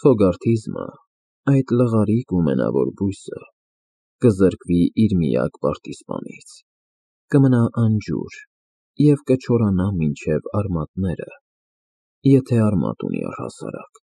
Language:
Armenian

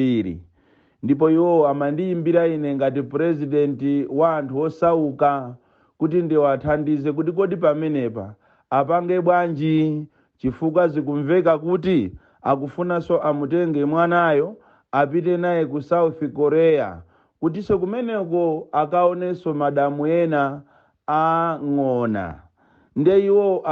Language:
Nyanja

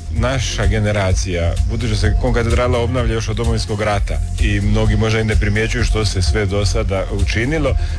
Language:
Croatian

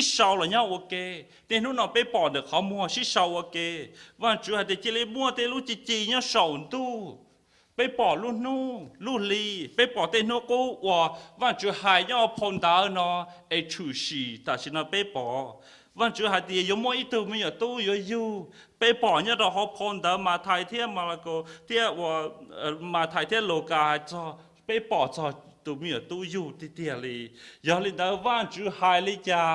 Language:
Hmong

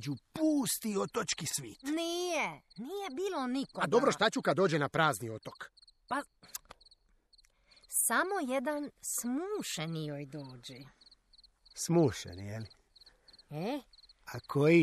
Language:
Croatian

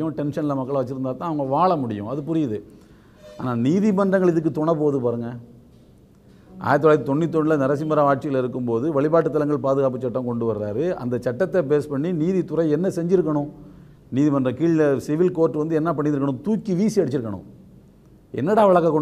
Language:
Tamil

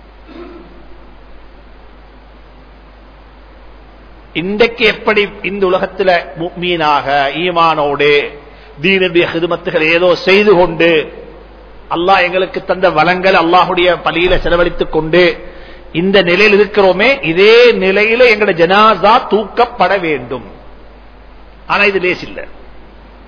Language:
Tamil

